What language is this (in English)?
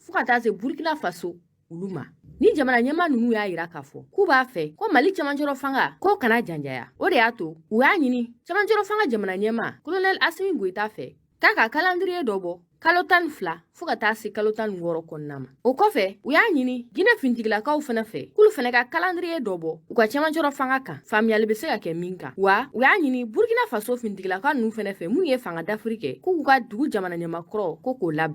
Bambara